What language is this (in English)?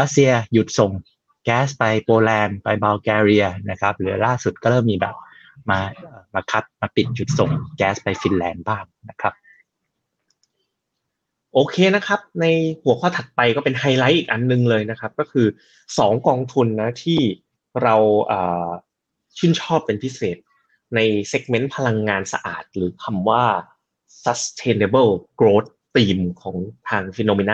Thai